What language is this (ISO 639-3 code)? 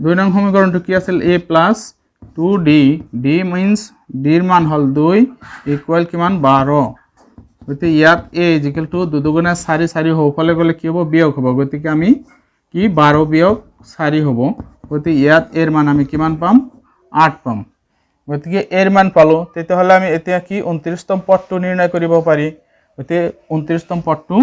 asm